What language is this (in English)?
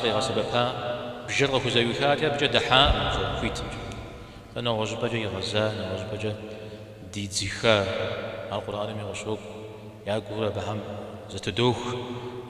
Kabardian